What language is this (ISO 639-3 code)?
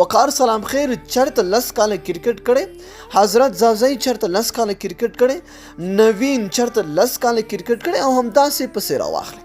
pus